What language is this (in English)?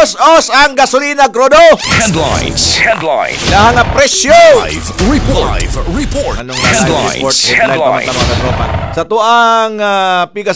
Cebuano